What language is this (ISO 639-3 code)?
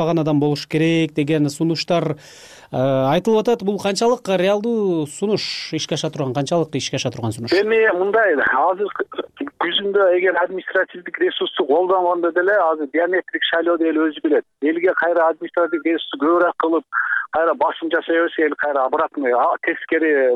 kir